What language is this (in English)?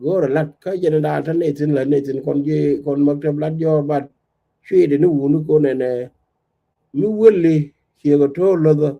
Nuer